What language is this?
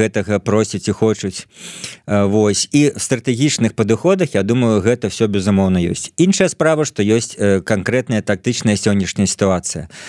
Belarusian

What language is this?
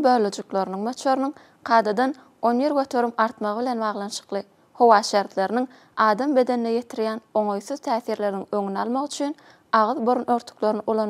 Turkmen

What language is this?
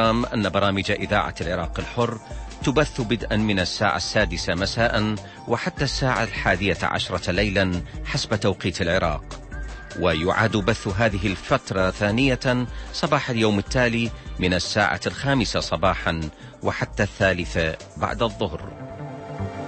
Arabic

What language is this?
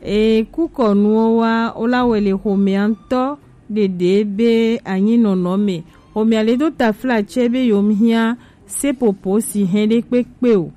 Gen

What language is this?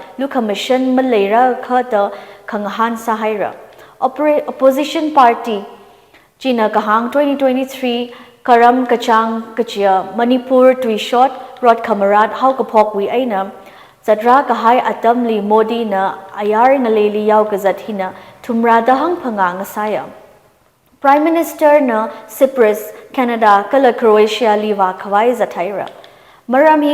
Tangkhul Naga (India)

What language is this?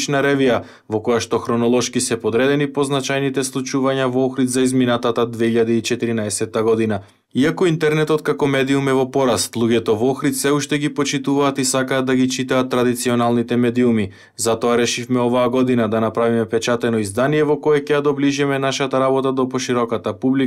Macedonian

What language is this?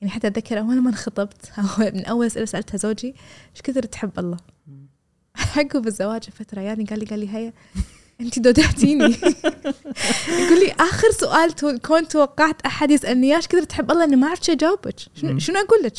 Gulf Arabic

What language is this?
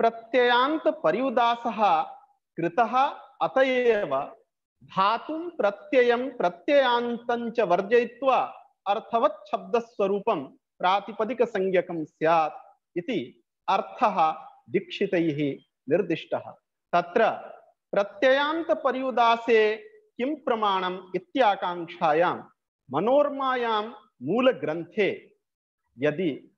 Sanskrit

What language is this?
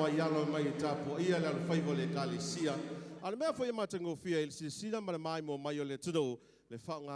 Samoan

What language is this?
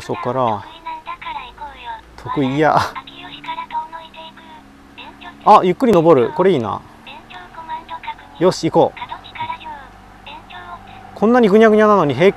Japanese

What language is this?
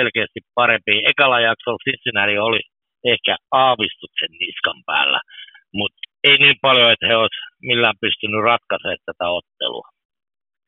Finnish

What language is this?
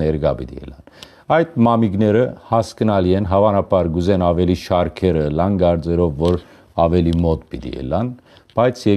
Western Armenian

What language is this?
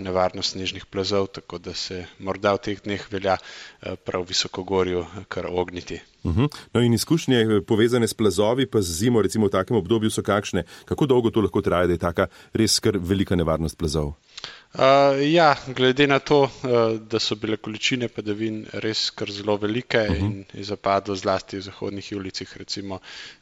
Slovenian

